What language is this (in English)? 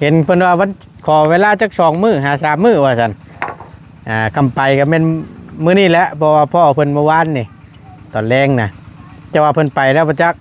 Northeastern Thai